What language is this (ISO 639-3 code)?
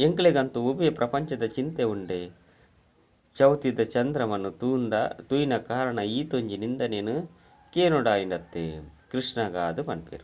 tcy